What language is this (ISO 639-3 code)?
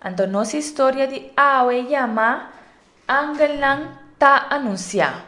pap